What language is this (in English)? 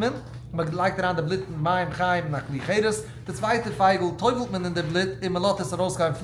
Yiddish